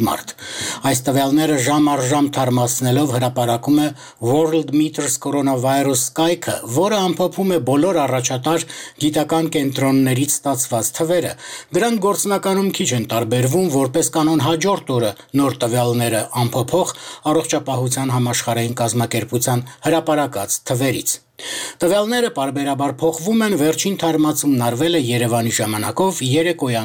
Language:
Armenian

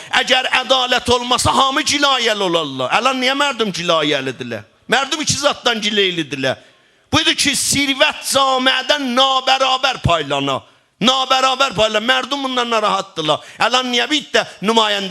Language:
South Azerbaijani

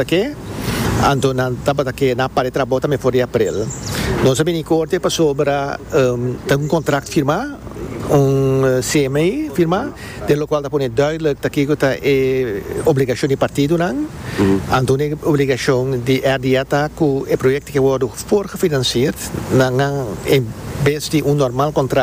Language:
Papiamento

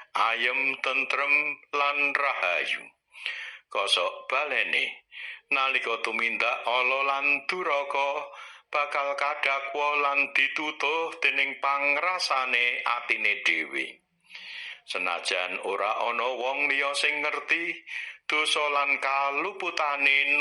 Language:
Javanese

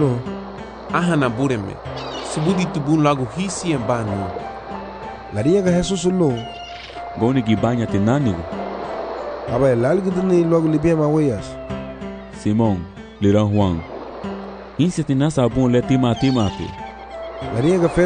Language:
Garifuna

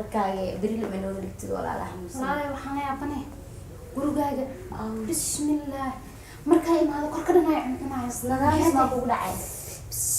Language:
Somali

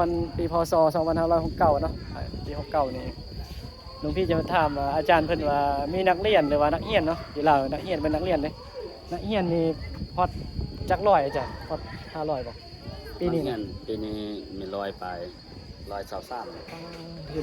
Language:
Northeastern Thai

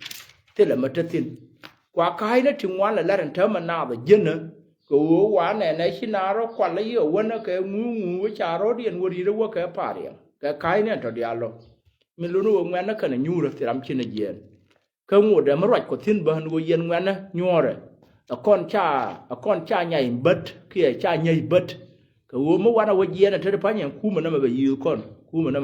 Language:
Nuer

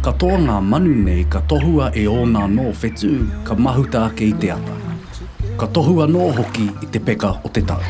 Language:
Māori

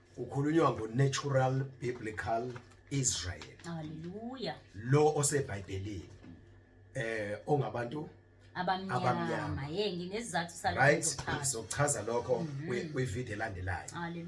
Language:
Zulu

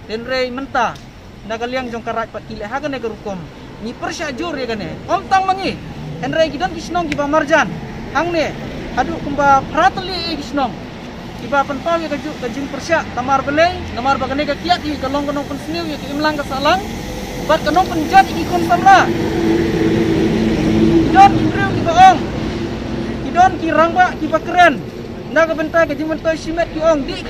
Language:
Khasi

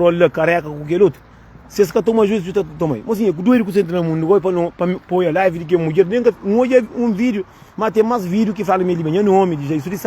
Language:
Kabuverdianu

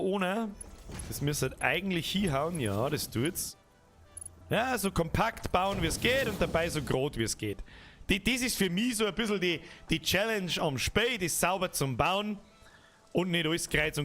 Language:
Bavarian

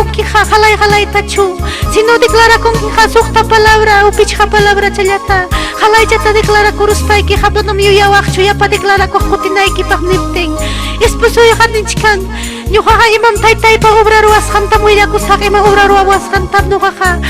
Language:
Ayacucho Quechua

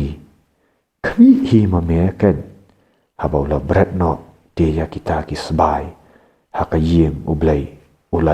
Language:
Khasi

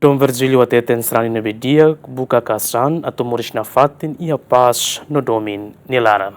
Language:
Tetum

